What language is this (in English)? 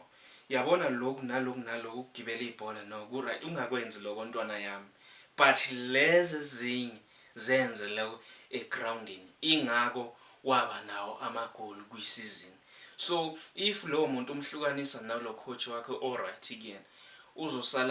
Zulu